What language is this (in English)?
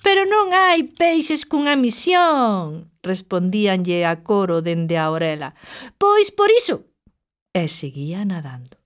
Galician